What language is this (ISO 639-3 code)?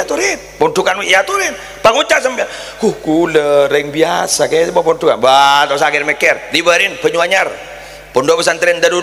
mad